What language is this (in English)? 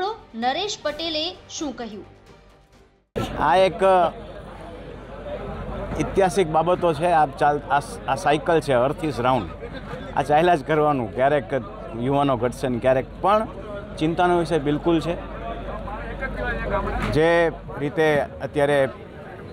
Gujarati